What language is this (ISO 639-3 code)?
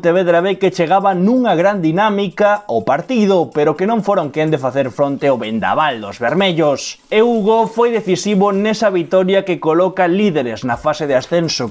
glg